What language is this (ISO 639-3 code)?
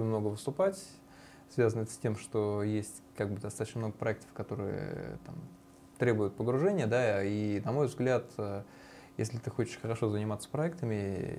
rus